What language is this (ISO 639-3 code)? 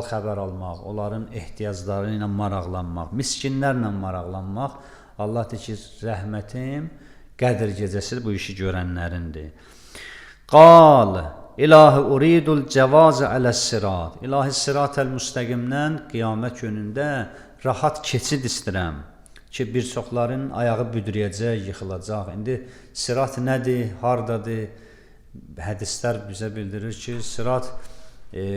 aze